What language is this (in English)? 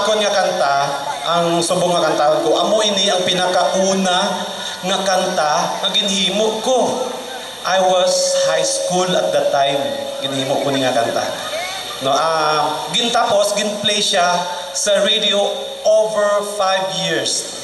Hiligaynon